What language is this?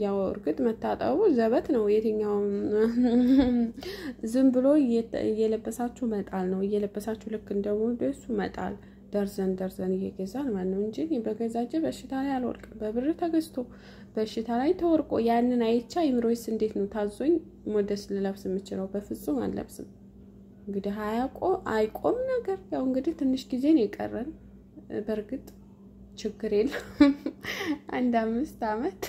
Amharic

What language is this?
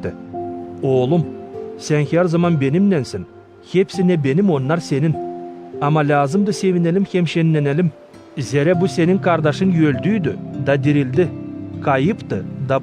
Gagauz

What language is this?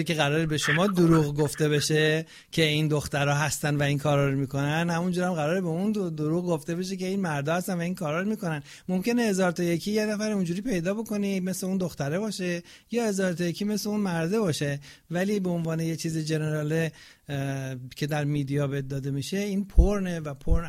Persian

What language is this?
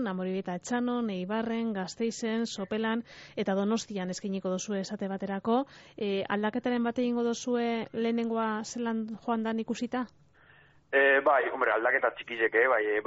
Basque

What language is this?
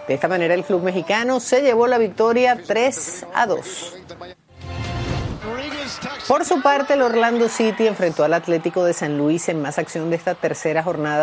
Spanish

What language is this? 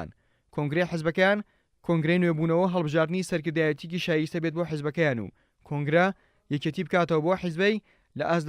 Central Kurdish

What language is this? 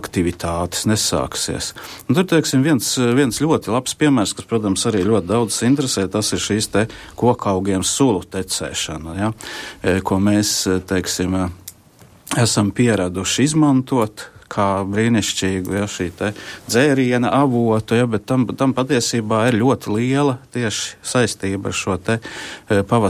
Latvian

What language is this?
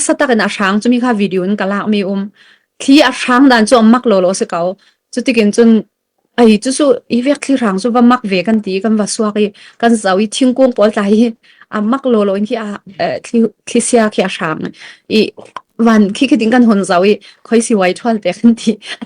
Falam Chin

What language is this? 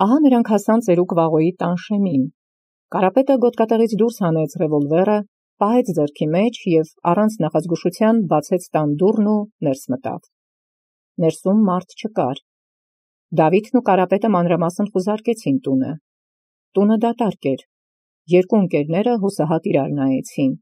Armenian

